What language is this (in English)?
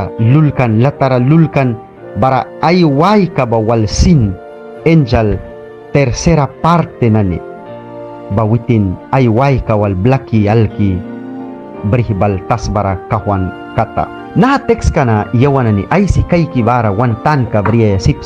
Mískito